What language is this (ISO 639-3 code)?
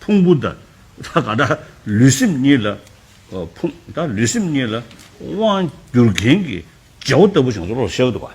bod